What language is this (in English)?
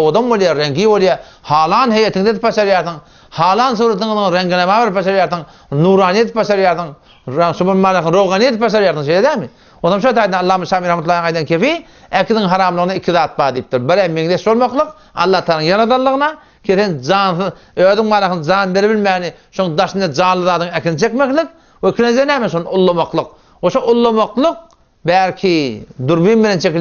Turkmen